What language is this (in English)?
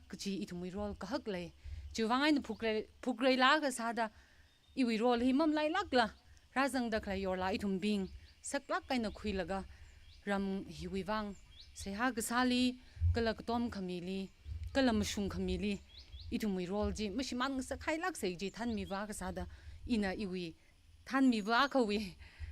Tangkhul Naga (India)